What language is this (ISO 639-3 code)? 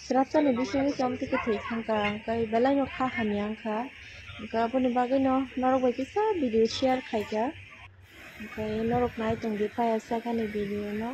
trp